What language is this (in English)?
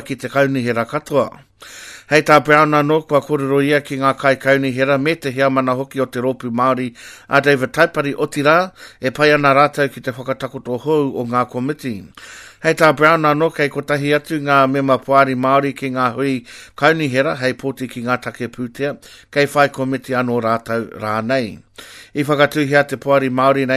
Māori